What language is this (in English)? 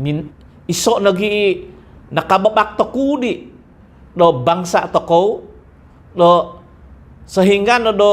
Central Dusun